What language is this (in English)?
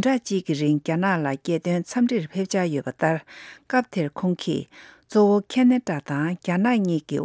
Tibetan